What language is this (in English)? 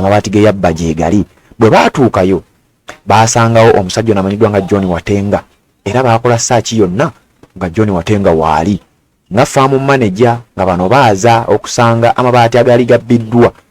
Ganda